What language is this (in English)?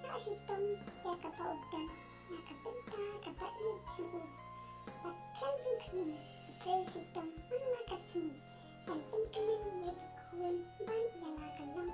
Khasi